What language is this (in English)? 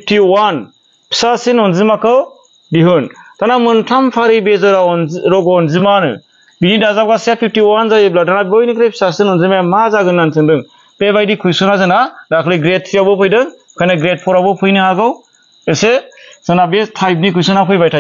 Bodo